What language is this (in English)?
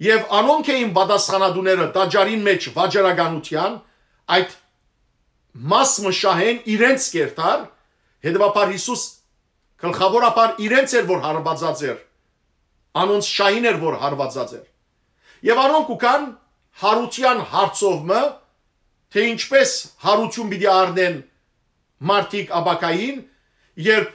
Western Armenian